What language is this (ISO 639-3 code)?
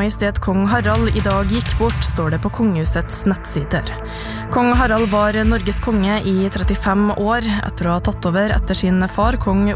nor